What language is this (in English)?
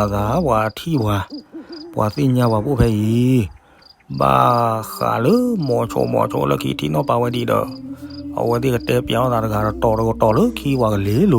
S'gaw Karen